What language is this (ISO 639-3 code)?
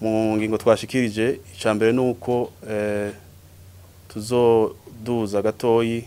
run